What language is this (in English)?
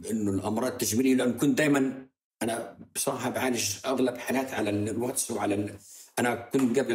North Levantine Arabic